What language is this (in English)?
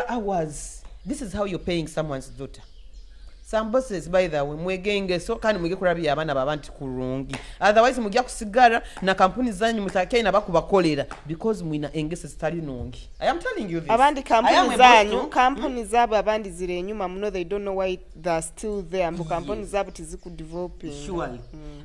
Nyoro